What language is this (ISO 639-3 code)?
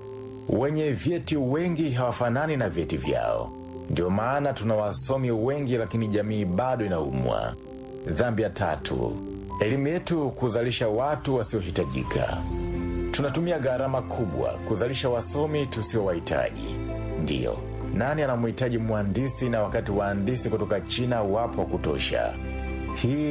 swa